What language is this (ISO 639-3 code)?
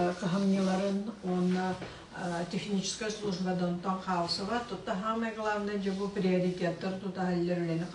sah